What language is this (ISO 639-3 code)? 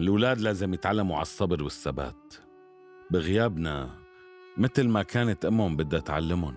apc